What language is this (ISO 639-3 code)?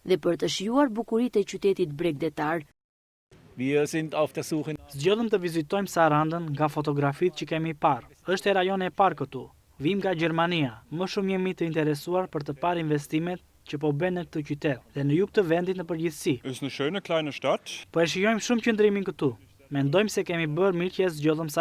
sqi